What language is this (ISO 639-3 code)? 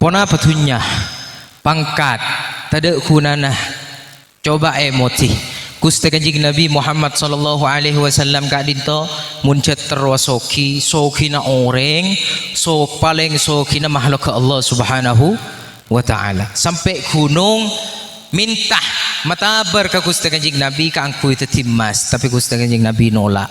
mad